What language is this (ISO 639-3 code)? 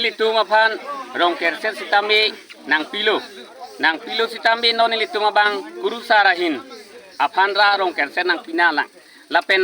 mjw